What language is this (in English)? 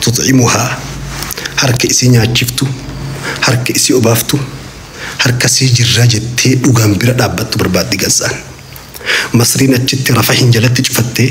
Oromo